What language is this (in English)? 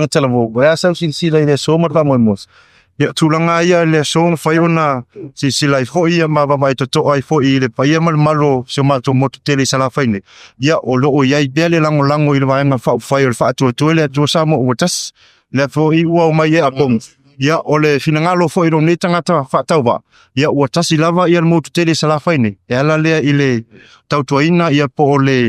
Samoan